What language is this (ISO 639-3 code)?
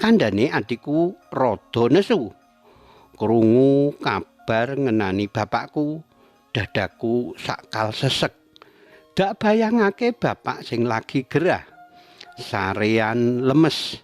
jav